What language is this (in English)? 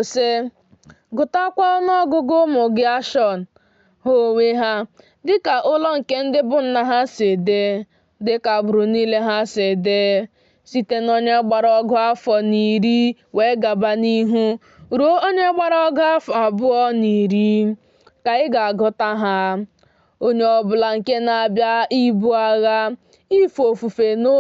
Igbo